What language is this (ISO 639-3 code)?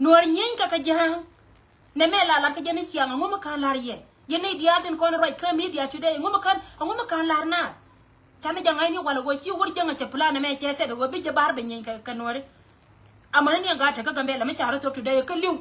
nus